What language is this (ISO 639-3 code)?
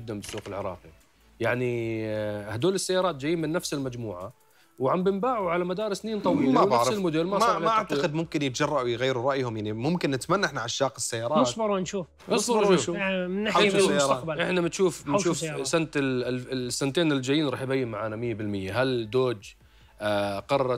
acm